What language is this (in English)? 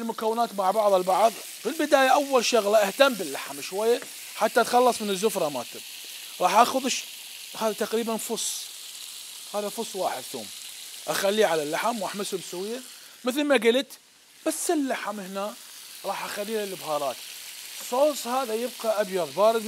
Mesopotamian Arabic